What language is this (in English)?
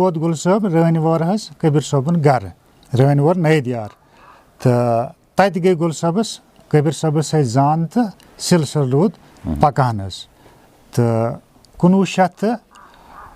Kashmiri